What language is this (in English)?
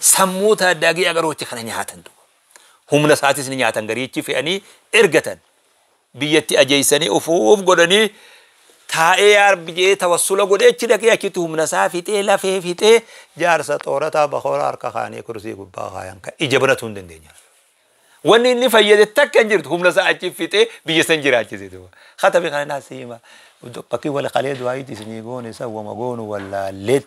Oromo